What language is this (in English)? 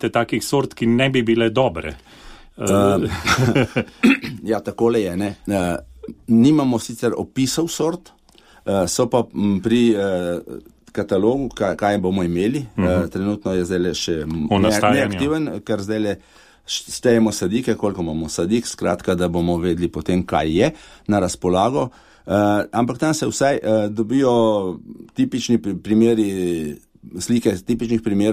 Slovenian